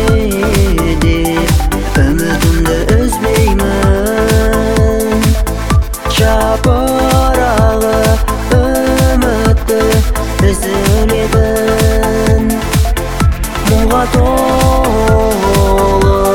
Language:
Kazakh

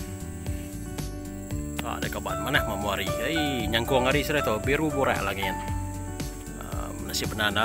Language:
Iban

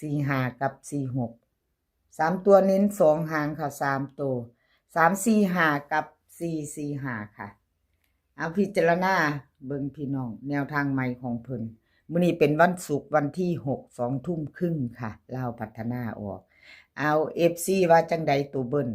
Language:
Northeastern Thai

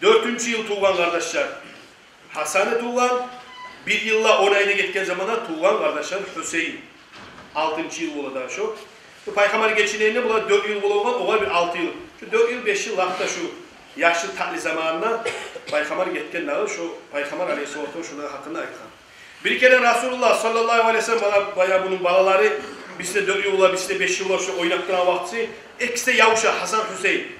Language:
Kumyk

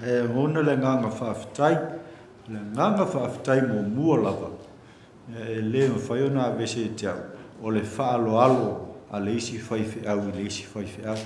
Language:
Samoan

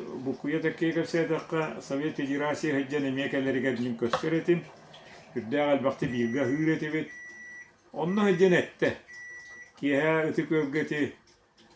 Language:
Yakut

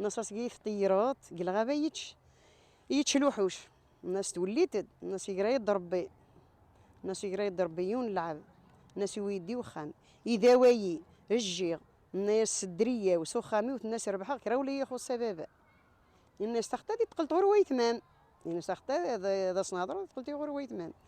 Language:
Kabyle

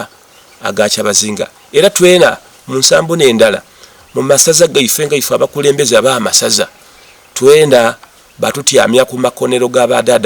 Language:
Soga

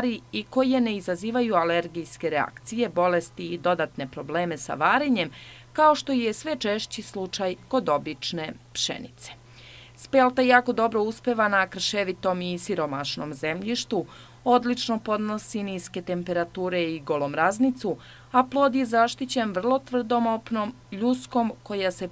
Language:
Serbian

